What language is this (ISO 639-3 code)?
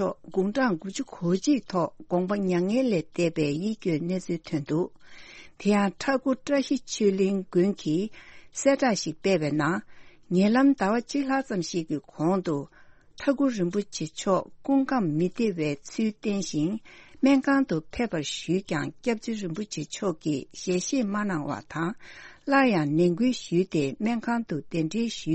bod